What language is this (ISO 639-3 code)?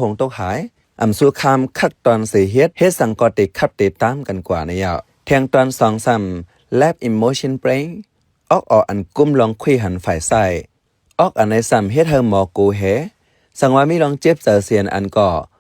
shn